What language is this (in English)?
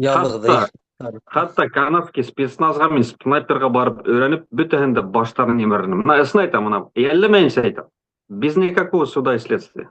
Bashkir